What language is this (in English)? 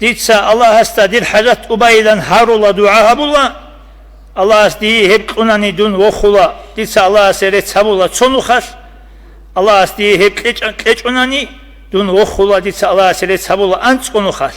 Avaric